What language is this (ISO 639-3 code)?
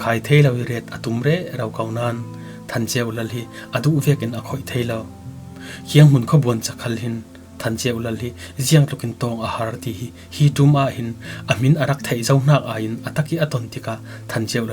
cfm